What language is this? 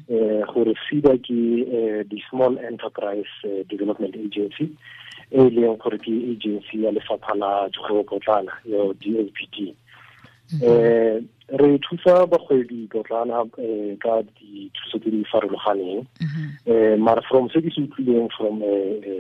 Tswana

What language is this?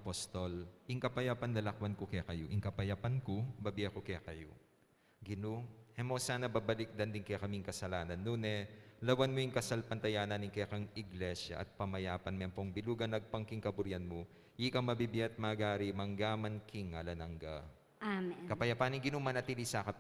Pampanga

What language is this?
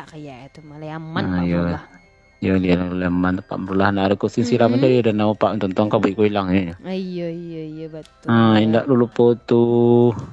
Minangkabau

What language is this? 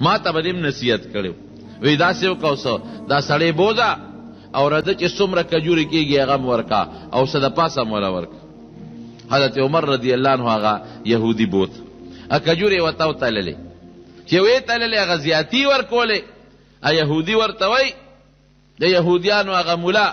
Pashto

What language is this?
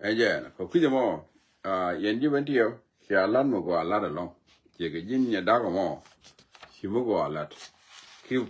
Nuer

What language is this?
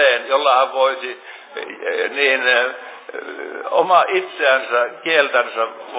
Finnish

